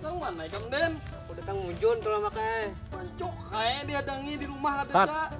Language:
Banjar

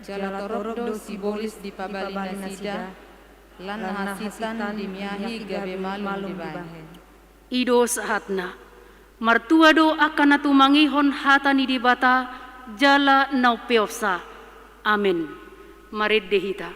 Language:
Batak Toba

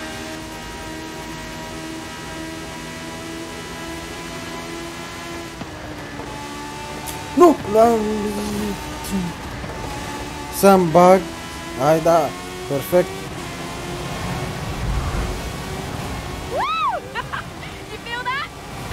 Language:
Romanian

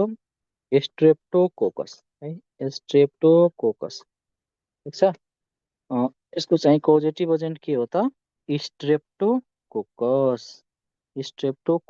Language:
Nepali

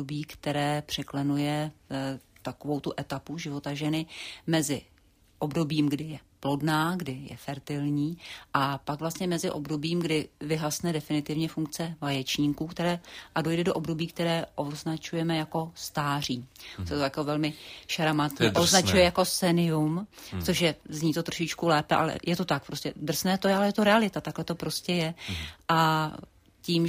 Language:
Czech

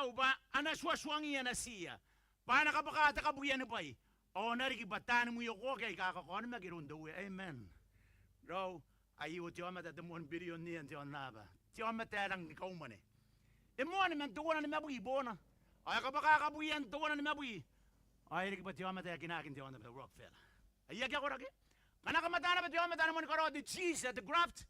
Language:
Gilbertese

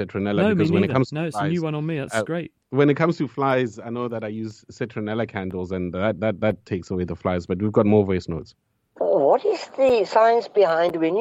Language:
English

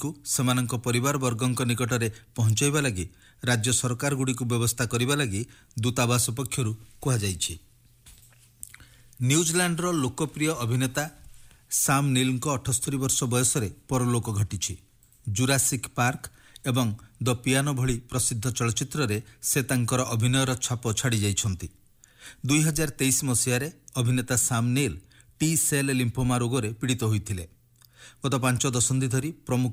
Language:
Odia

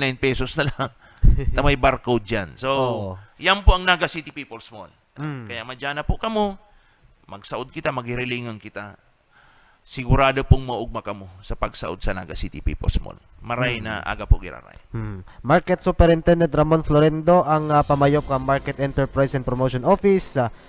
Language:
Bikol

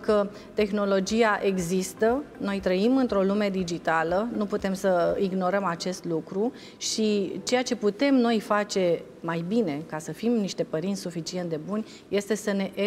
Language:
Romanian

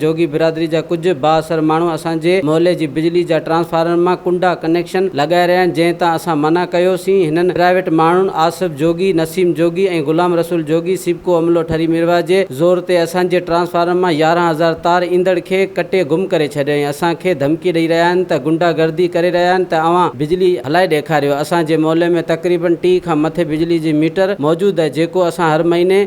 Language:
Sindhi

